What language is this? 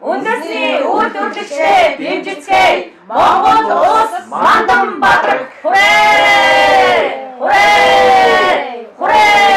Mongolian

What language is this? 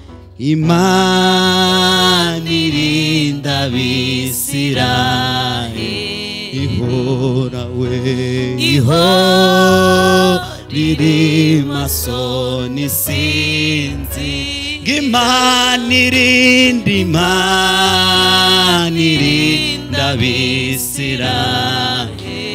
Kinyarwanda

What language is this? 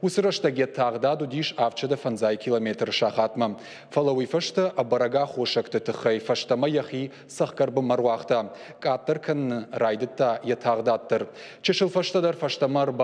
Ossetic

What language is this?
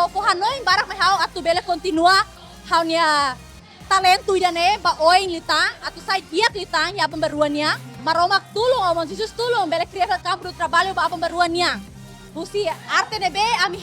Tetum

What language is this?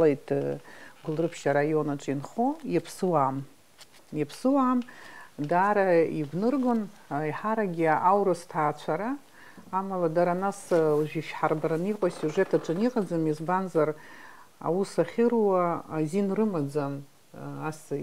Abkhazian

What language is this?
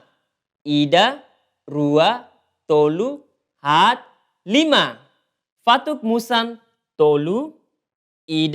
Tetum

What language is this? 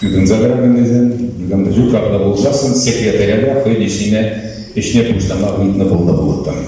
Chuvash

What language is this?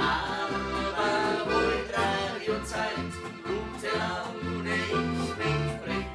Bavarian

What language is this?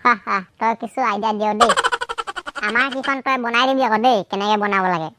Assamese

